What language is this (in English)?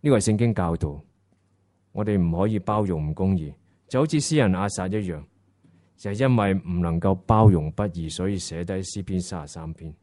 Cantonese